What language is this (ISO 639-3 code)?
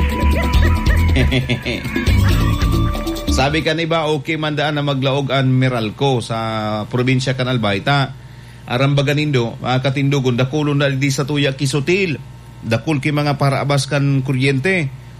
bik